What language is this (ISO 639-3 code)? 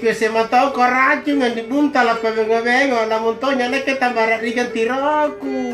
mak